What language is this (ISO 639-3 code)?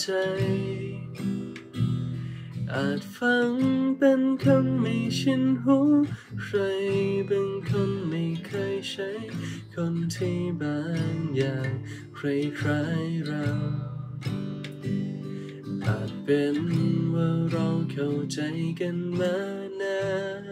tha